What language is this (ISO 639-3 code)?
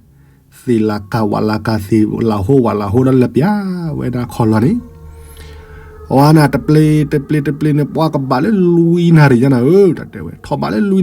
ksw